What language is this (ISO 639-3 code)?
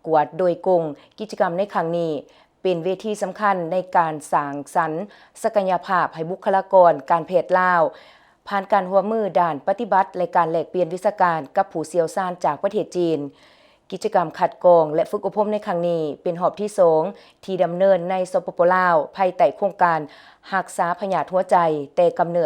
lao